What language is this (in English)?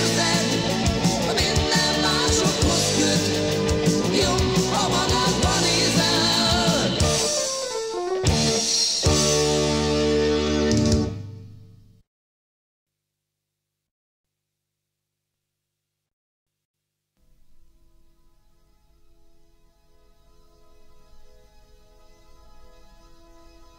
Hungarian